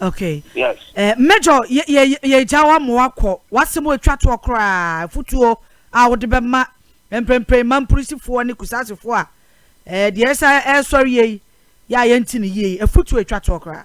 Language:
Akan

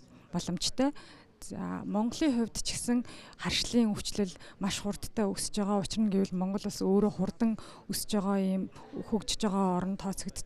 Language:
Mongolian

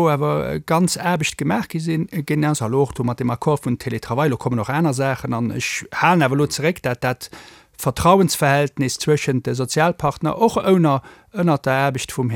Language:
Luxembourgish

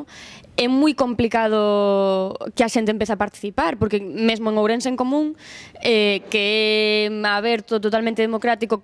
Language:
Galician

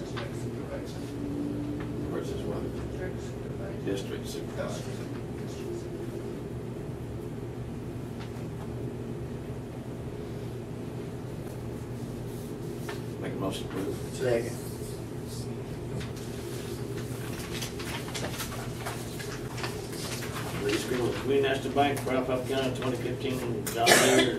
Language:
English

